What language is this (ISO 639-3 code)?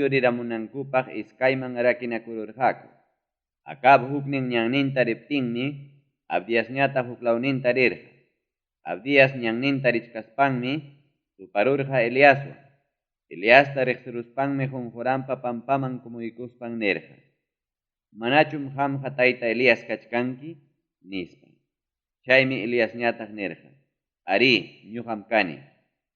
quy